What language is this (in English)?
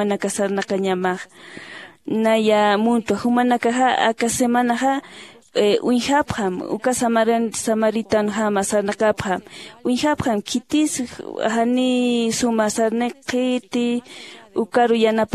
Aymara